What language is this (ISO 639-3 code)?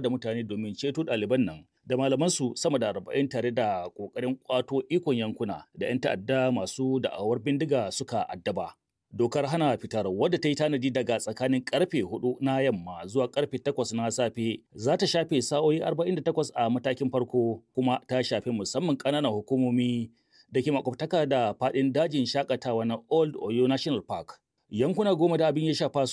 hau